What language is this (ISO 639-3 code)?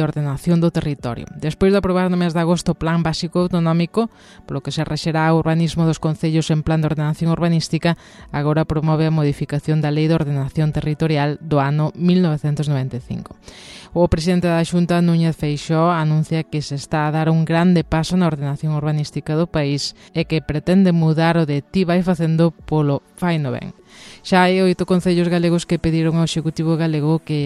glg